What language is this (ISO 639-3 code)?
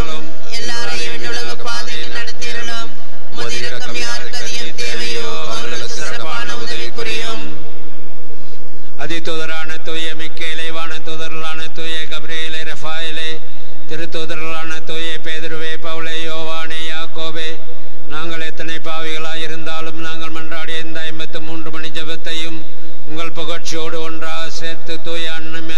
tam